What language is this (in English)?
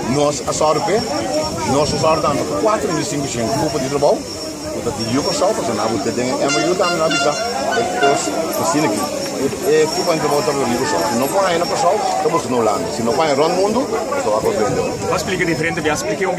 Papiamento